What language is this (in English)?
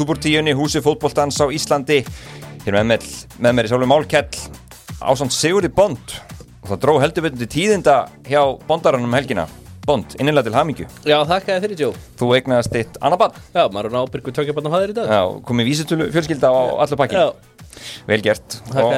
Icelandic